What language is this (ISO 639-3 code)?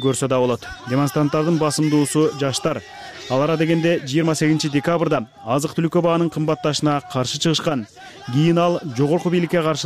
kir